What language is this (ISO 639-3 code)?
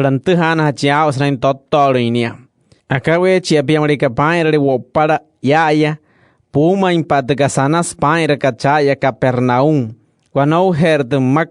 guc